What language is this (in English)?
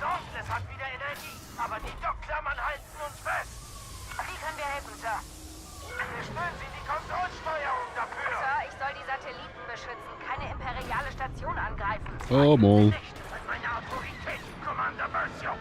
Swiss German